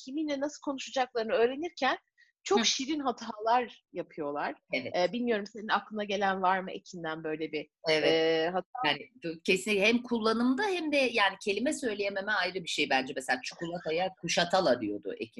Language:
Turkish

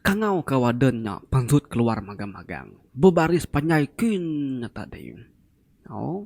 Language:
Iban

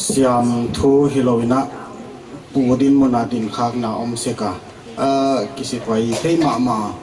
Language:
Paite Chin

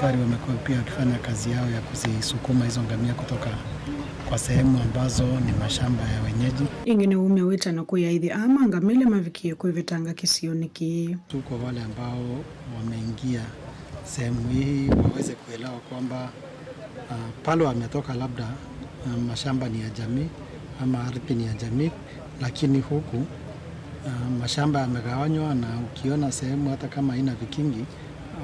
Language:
Kamba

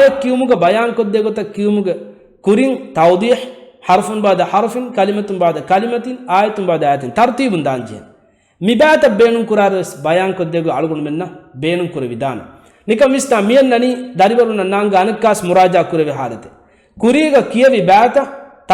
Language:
Divehi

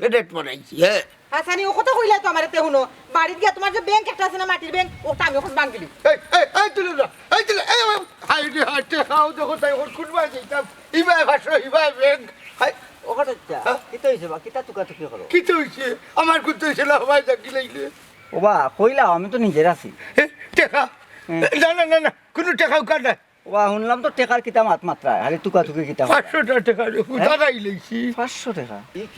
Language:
Sylheti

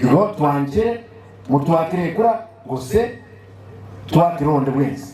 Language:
Gusii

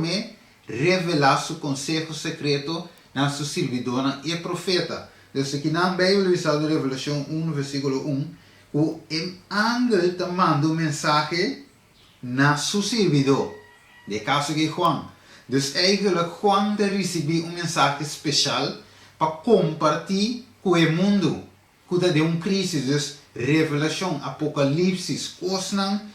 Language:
Papiamento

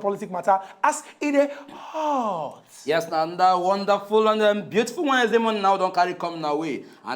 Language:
Nigerian Pidgin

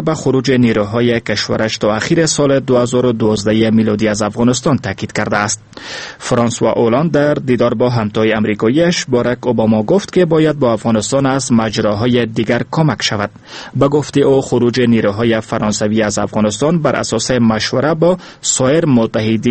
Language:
Persian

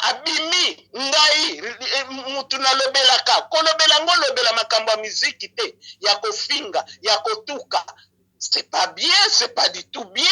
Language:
Lingala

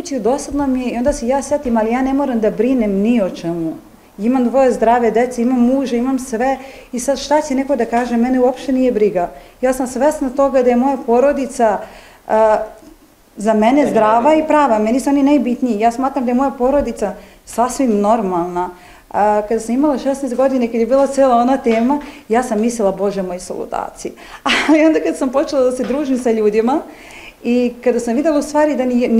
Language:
Serbian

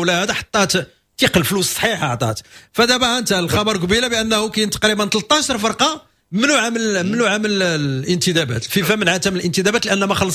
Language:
Moroccan Arabic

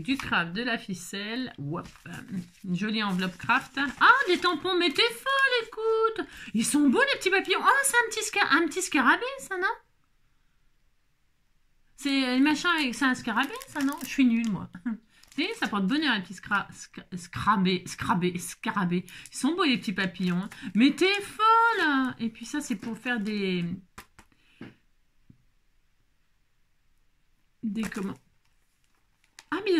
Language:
French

